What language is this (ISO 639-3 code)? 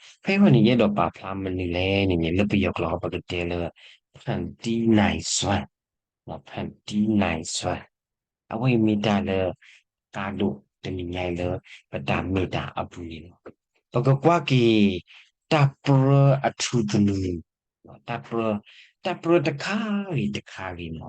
ksw